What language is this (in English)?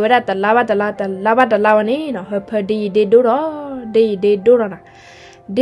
S'gaw Karen